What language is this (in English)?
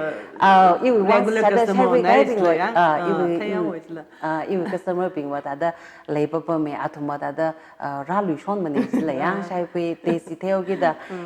Tangkhul Naga (India)